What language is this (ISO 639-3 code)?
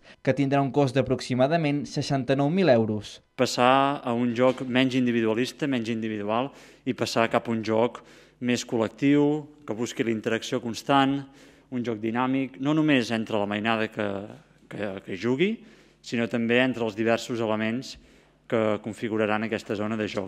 cat